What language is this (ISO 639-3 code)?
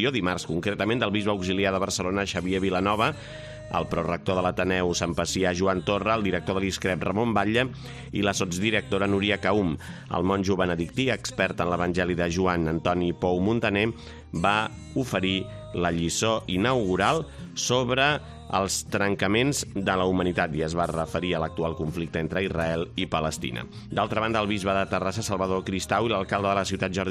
cat